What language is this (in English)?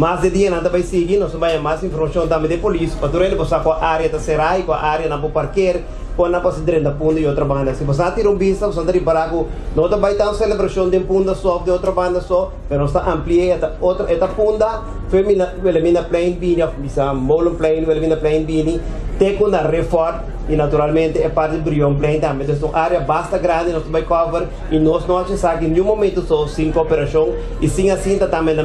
Papiamento